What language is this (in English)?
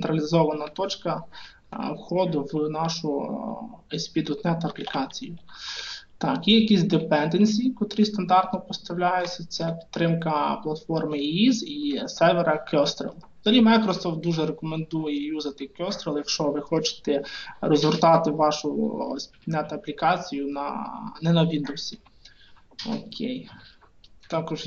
Ukrainian